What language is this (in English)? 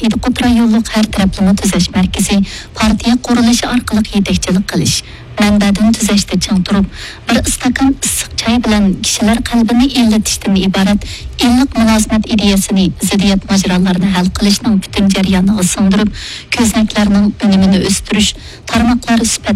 Uyghur